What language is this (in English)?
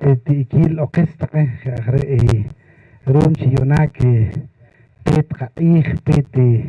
Poqomchi'